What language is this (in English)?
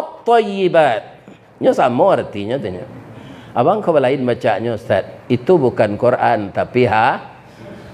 Minangkabau